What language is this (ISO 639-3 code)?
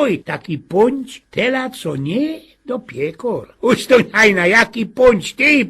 szl